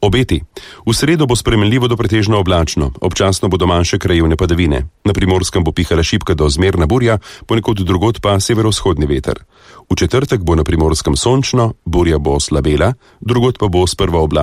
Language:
Slovenian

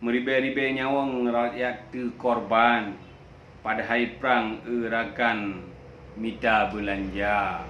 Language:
Achinese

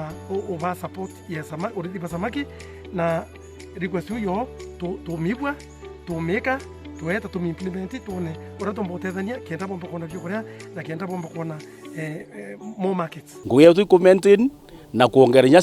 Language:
Meru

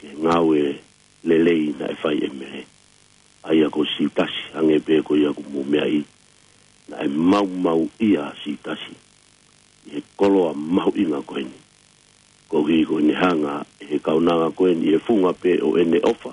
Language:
Tongan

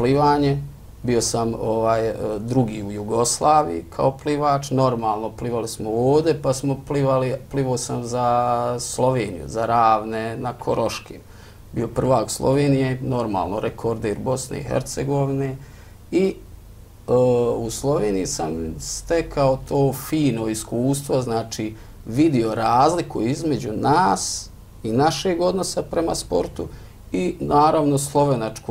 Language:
Bosnian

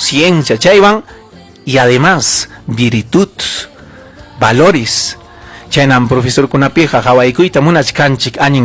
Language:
Ayacucho Quechua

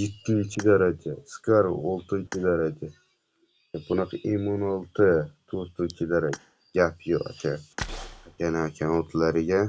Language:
Uzbek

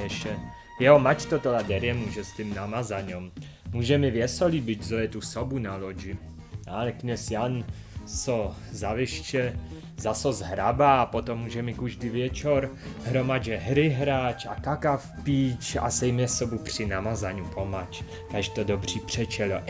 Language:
Upper Sorbian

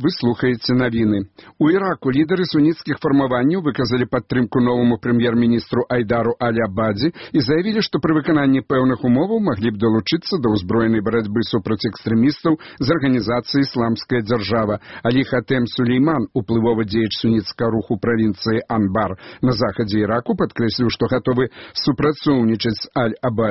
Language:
Belarusian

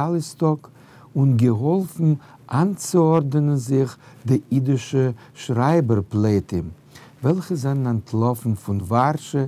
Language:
Yiddish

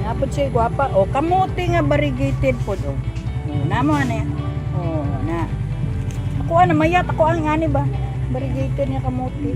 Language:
Cebuano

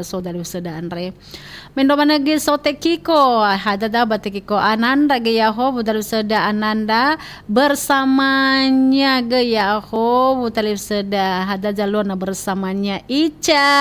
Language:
Nias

